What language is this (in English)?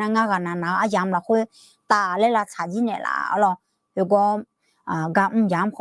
Akha